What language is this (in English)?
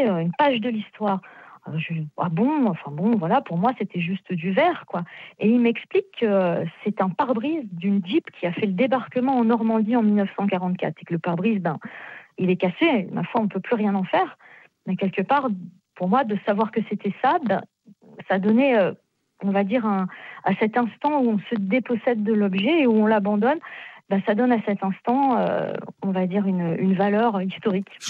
French